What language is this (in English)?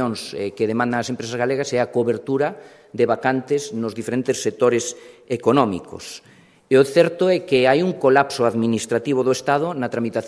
Galician